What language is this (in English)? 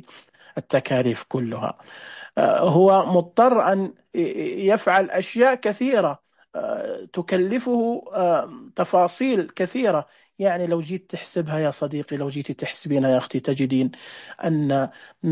Najdi Arabic